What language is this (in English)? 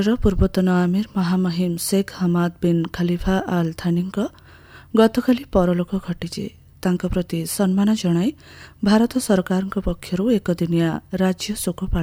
Odia